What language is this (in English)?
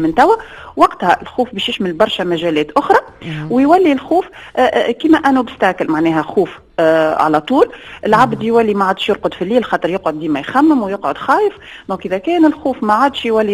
Tunisian Arabic